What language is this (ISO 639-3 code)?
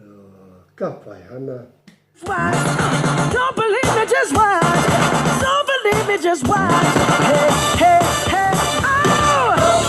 mri